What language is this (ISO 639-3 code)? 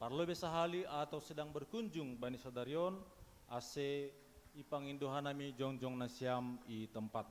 bts